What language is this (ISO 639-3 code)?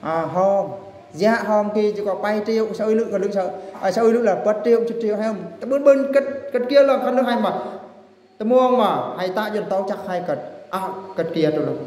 bru